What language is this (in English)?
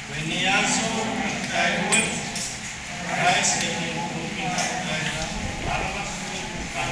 Pohnpeian